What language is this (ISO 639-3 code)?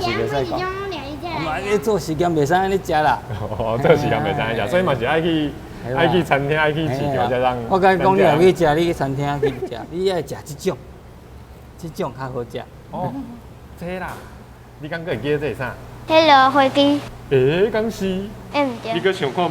nan